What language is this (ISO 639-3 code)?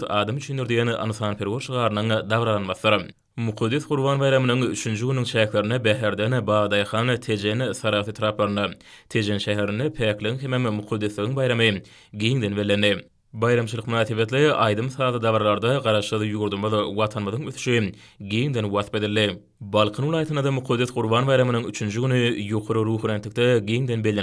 tuk